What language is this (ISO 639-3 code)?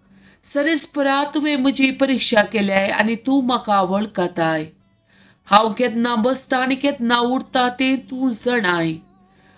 kok